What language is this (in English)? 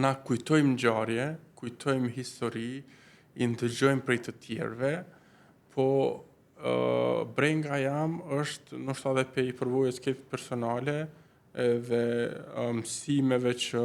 Albanian